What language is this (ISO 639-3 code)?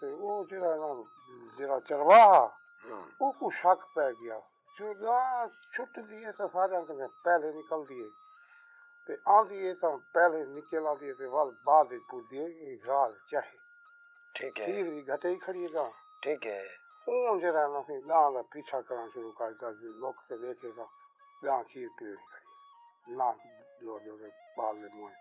skr